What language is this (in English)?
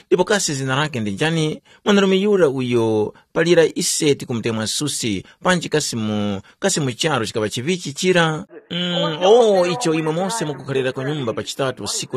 Tumbuka